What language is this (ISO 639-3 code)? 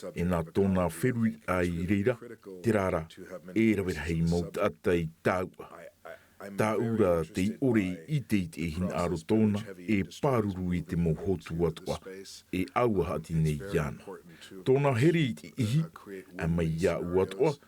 tah